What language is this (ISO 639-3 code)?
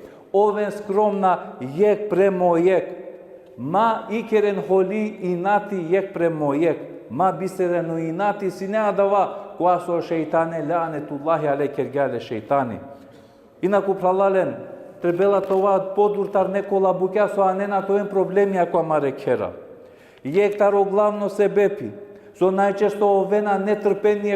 rmn